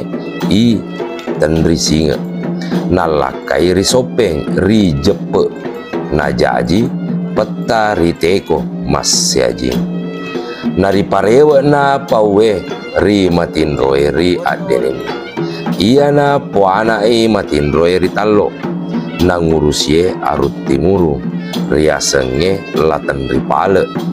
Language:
Buginese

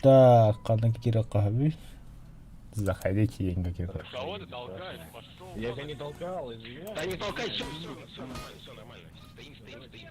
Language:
Yakut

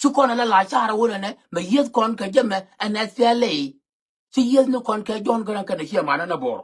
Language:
Nuer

